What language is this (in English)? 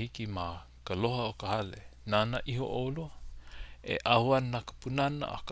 Hawaiian